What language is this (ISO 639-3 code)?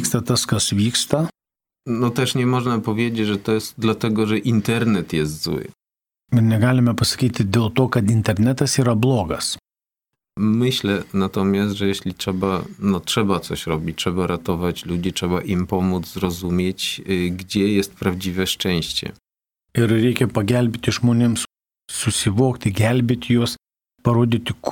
lit